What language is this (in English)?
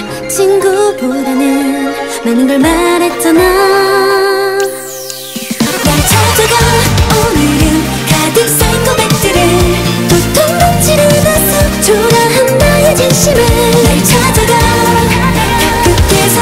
Korean